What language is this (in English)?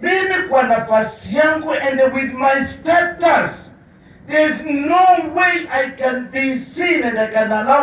Kamba